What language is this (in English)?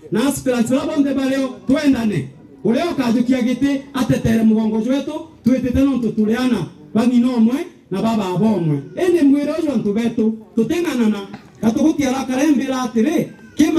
Meru